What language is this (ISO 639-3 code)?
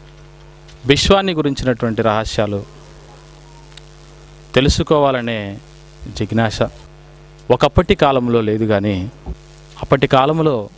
tel